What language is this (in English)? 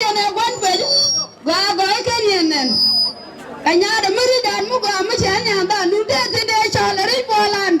Nuer